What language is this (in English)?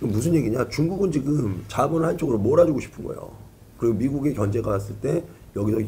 Korean